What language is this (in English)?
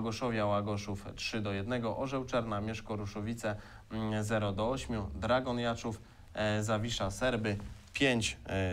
Polish